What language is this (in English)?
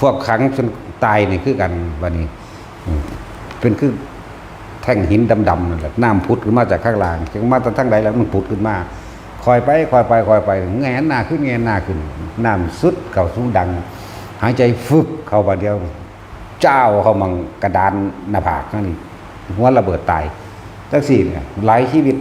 Northeastern Thai